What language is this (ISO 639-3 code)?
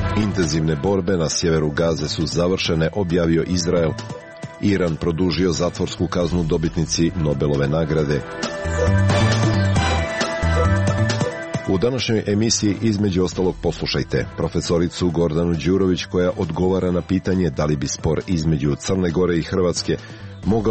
srp